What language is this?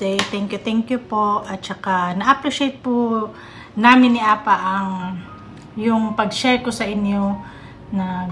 Filipino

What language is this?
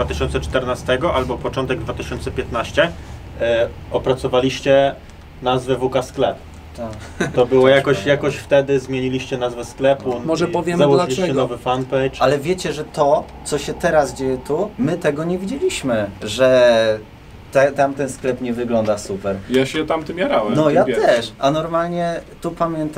Polish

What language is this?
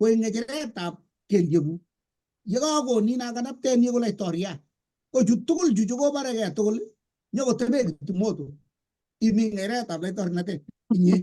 Kalenjin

